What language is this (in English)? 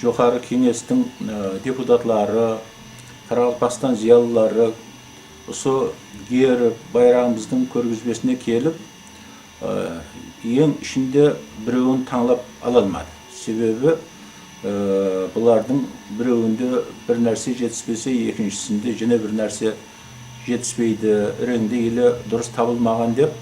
Kara-Kalpak